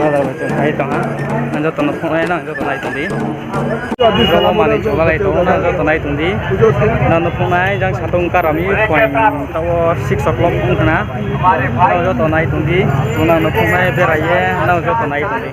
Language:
Riang (India)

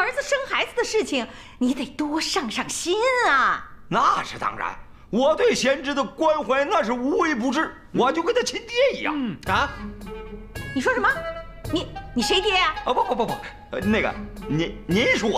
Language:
Chinese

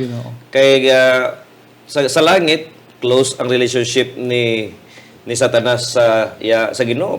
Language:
Hiligaynon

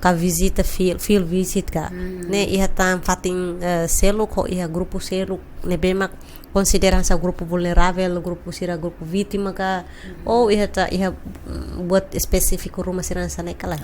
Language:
Tetum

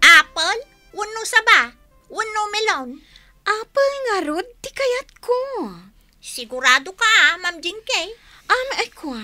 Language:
Iloko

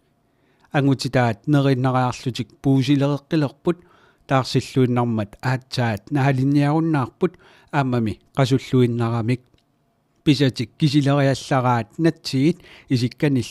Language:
Kalaallisut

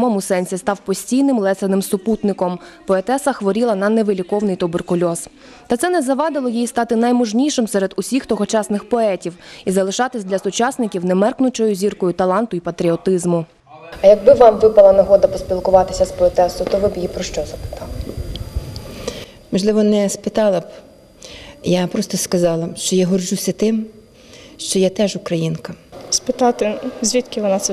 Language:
Ukrainian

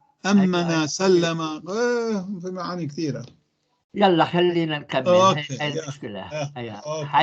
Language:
North Levantine Arabic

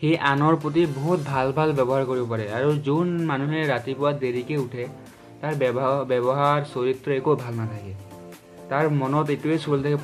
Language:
Assamese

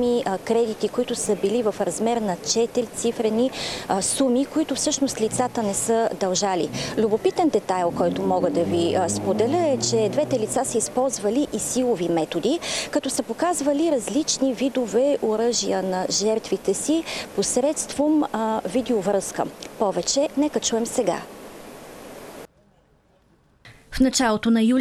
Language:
Bulgarian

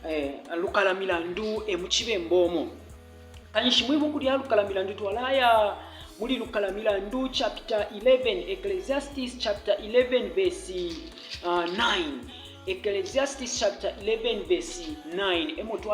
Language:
Bemba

